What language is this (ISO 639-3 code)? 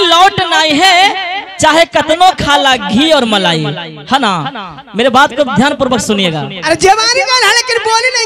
bho